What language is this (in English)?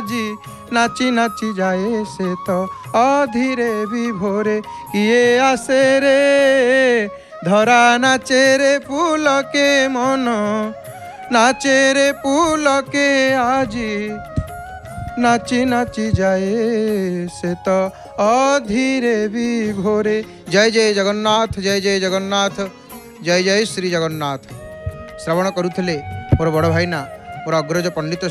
Odia